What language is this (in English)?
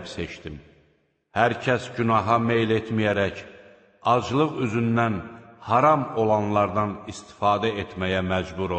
Azerbaijani